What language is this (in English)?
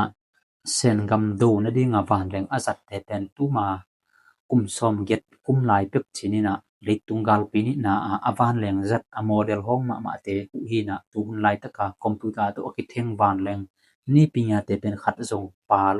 Tedim Chin